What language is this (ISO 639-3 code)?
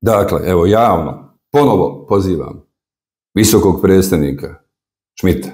bos